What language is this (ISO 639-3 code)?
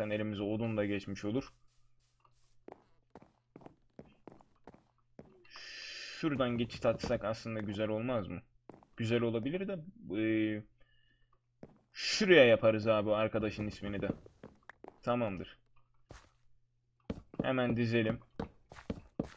tur